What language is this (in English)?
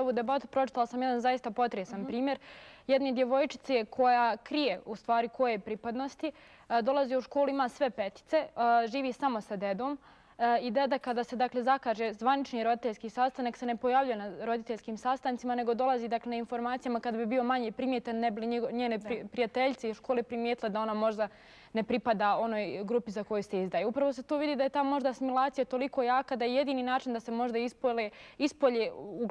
Bosnian